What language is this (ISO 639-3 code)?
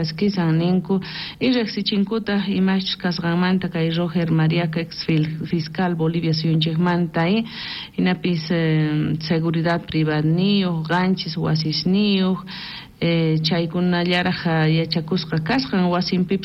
quh